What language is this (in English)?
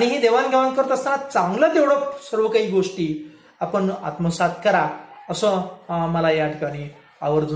Marathi